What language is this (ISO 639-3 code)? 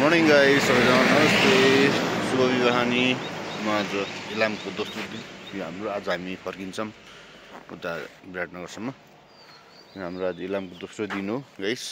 nep